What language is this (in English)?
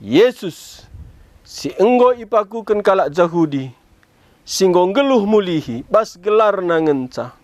Batak Karo